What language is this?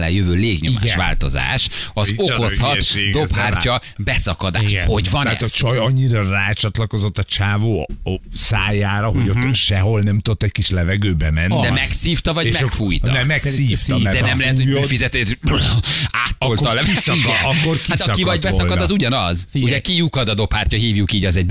Hungarian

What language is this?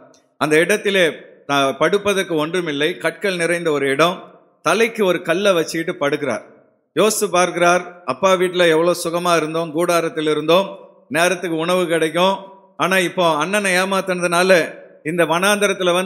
Tamil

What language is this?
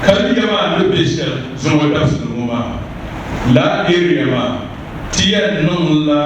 Dagbani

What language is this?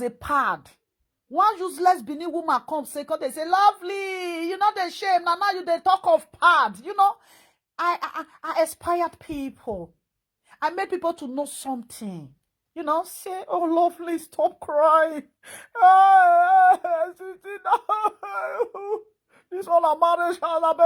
Nigerian Pidgin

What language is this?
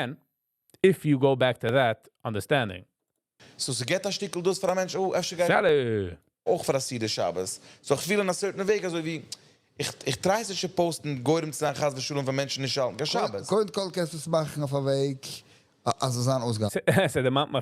Yiddish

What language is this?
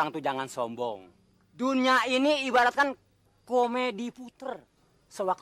Betawi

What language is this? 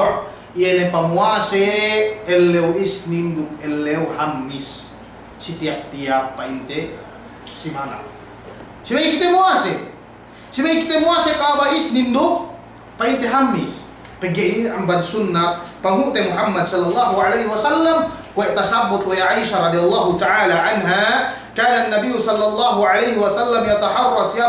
Yakan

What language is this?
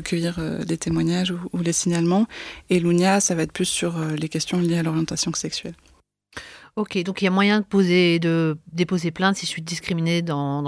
French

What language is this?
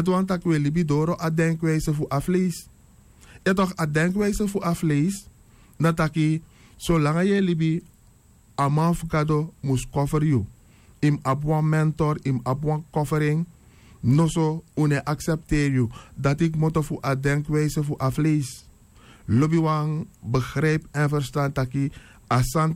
Sranan Tongo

